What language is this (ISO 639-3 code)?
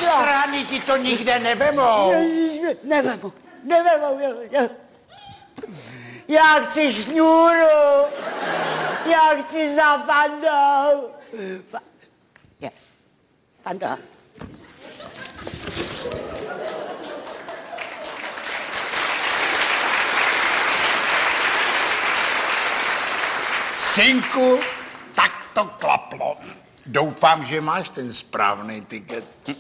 ces